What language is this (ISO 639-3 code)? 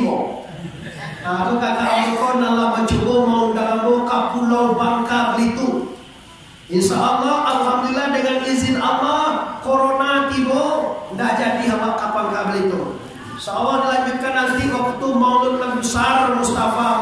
min